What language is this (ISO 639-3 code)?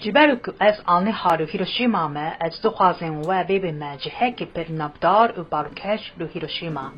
kur